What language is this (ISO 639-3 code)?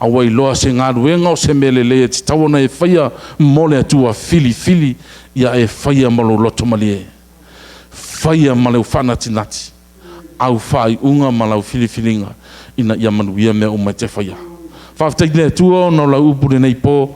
smo